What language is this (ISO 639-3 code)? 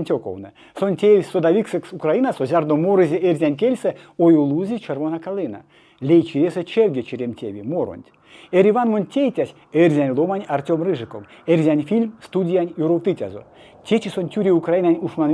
myv